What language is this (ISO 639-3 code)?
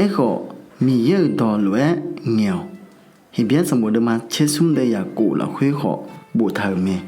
ahk